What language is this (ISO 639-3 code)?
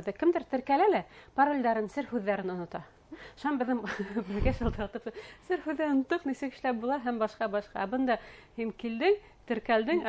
bak